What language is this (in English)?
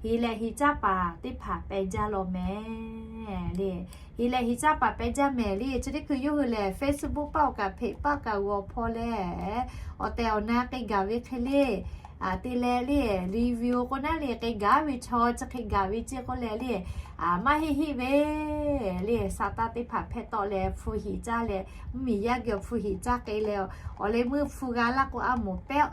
Lahu